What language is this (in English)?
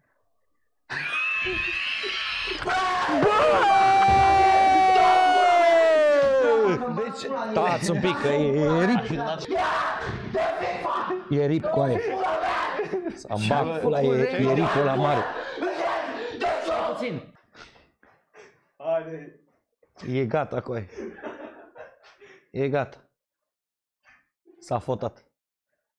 Romanian